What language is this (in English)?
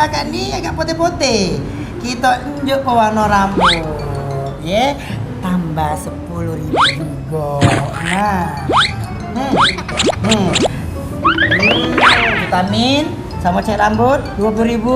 Musi